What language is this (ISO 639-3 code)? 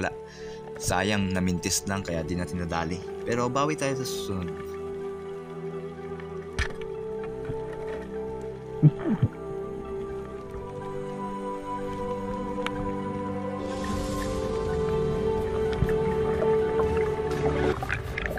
fil